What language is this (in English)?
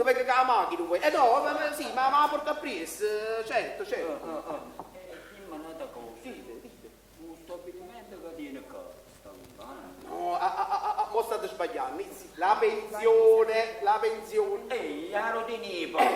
Neapolitan